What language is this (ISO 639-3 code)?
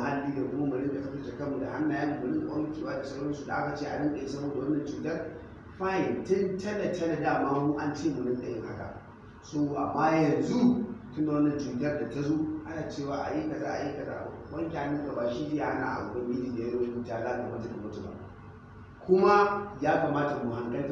hau